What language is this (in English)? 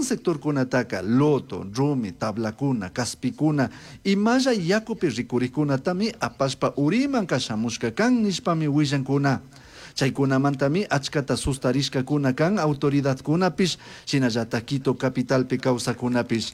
Chimborazo Highland Quichua